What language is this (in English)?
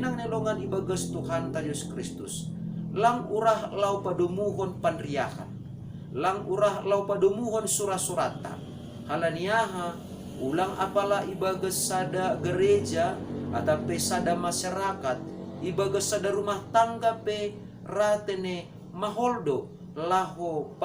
Batak Simalungun